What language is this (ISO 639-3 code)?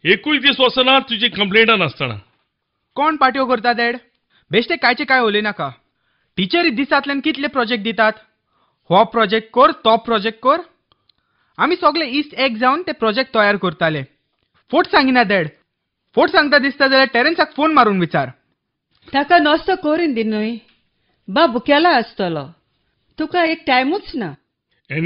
kok